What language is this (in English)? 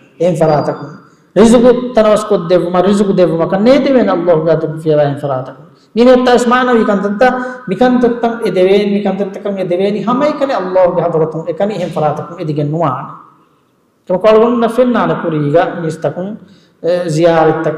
Divehi